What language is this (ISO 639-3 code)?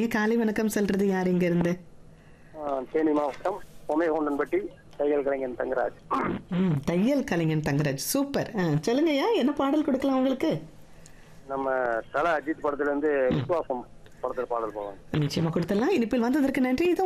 tam